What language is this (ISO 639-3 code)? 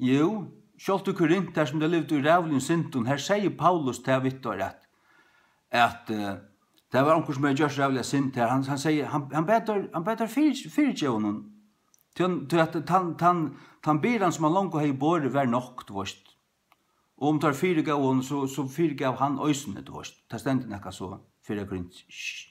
fao